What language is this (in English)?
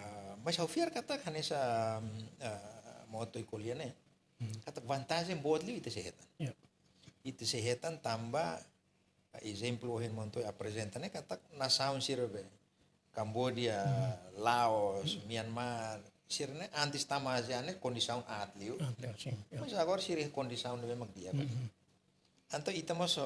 Tetum